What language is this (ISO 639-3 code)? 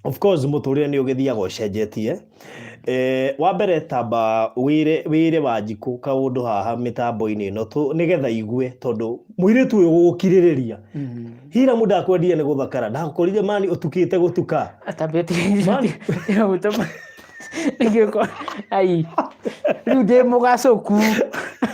kik